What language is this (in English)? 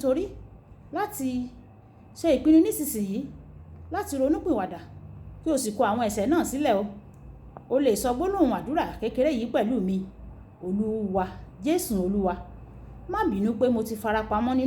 Yoruba